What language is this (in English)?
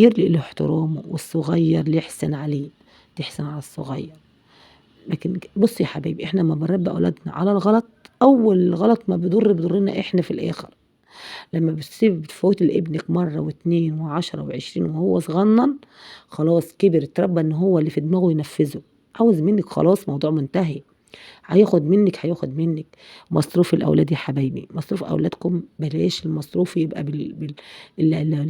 Egyptian Arabic